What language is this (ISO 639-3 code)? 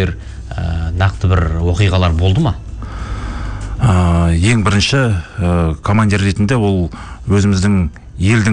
kaz